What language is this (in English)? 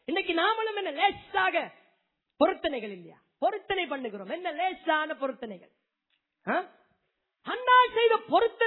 Tamil